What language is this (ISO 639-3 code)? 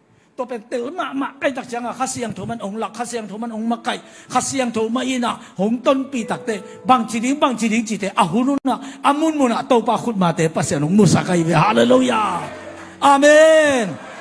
ctd